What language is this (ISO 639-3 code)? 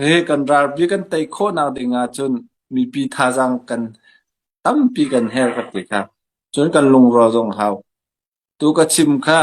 cnh